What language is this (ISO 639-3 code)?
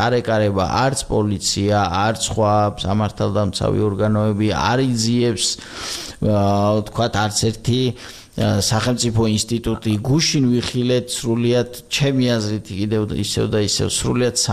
kat